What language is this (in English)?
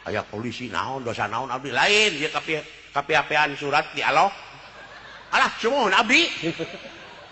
Sundanese